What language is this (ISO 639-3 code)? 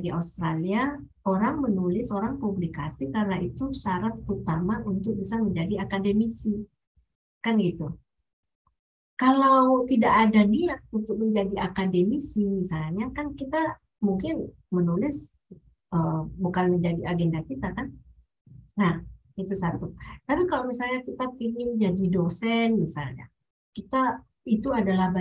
ind